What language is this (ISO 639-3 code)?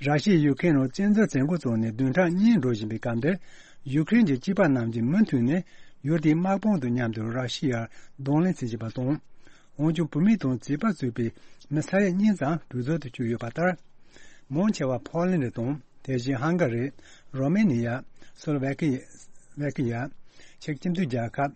bod